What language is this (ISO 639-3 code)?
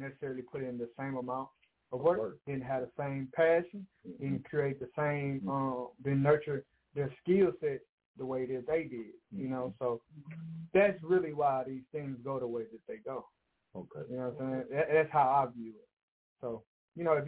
eng